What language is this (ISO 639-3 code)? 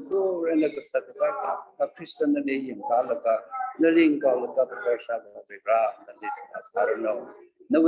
nmf